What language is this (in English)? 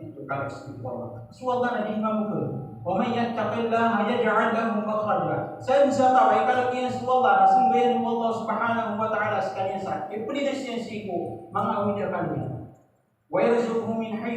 Maranao